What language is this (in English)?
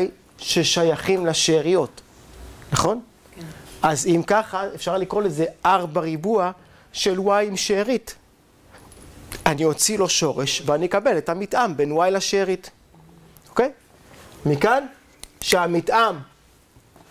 Hebrew